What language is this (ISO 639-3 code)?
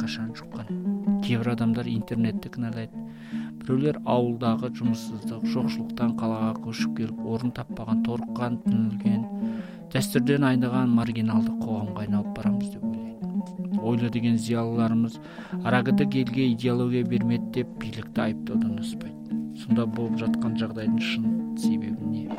kaz